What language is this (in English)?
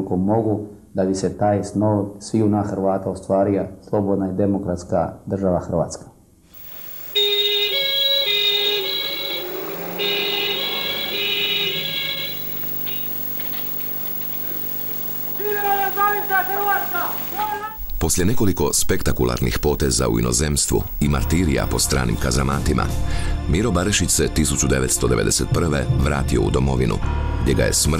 Croatian